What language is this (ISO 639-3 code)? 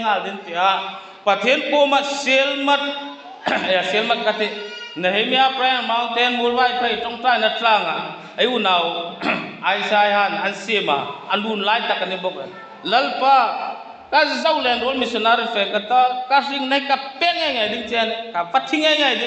hmr